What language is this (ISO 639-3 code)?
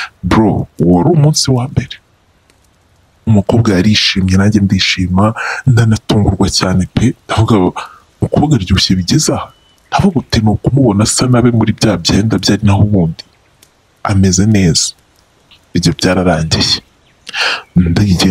kin